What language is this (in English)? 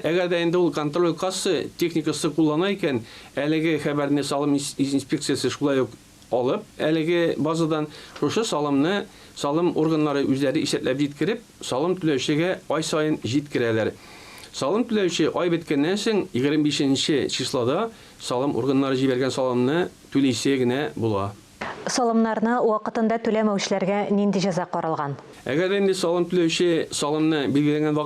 Tatar